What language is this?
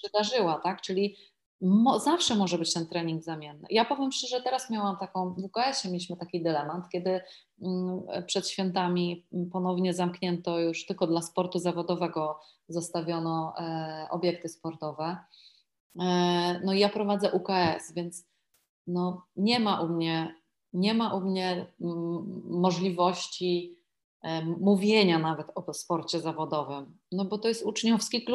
Polish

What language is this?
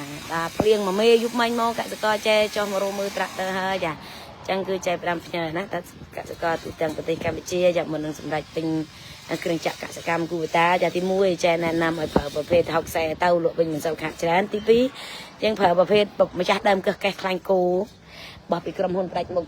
Khmer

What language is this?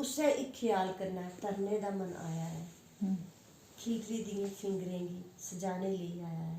Dogri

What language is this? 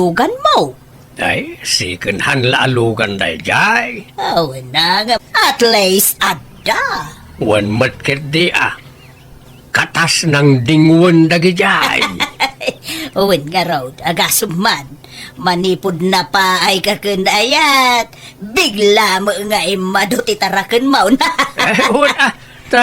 Iloko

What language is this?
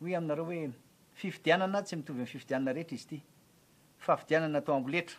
Malagasy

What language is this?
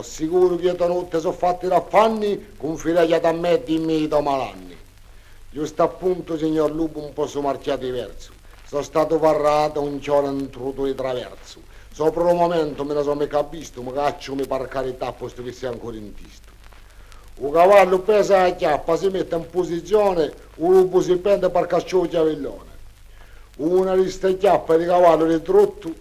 Corsican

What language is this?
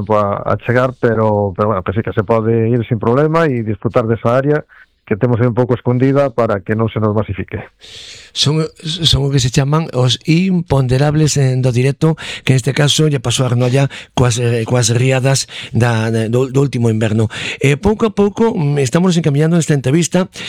Galician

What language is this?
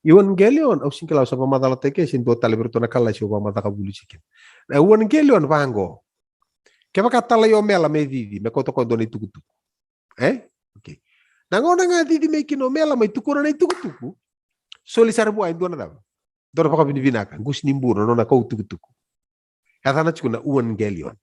Fijian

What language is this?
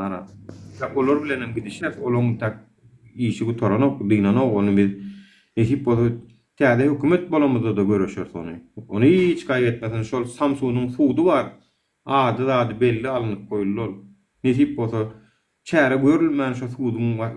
Turkmen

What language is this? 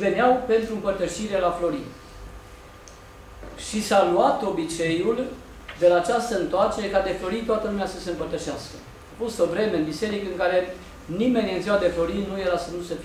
Romanian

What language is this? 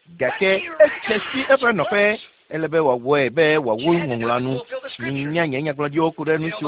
Ewe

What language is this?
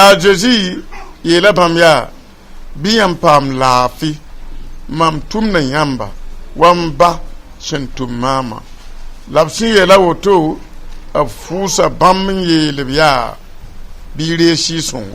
Mossi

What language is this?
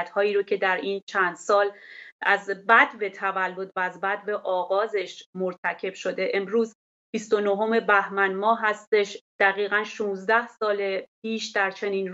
Persian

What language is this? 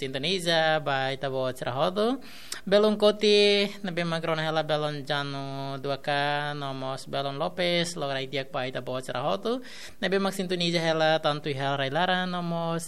Tetum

